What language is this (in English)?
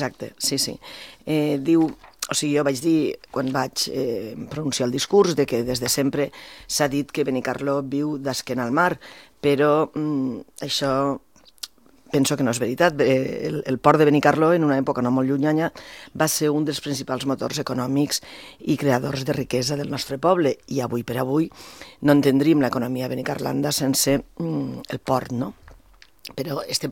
Catalan